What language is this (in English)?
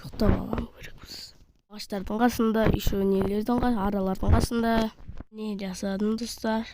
Kazakh